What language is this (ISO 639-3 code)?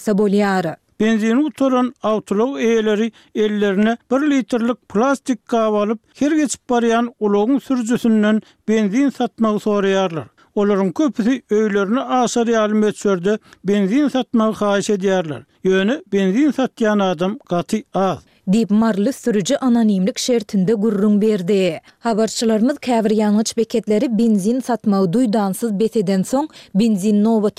tuk